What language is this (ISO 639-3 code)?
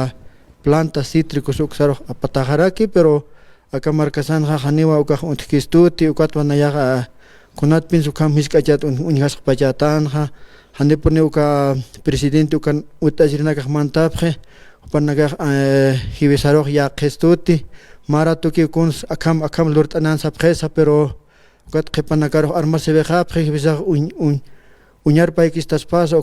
aym